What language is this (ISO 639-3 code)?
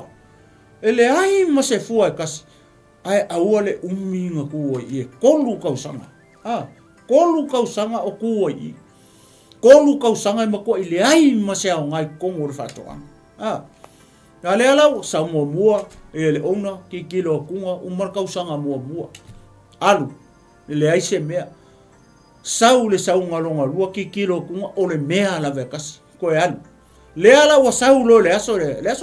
smo